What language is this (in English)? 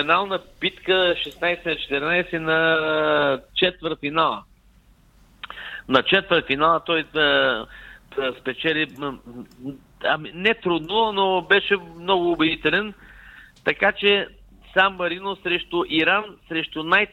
Bulgarian